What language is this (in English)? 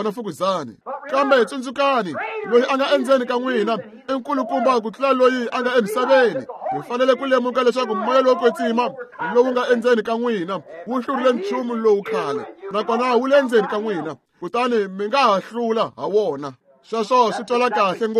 Tsonga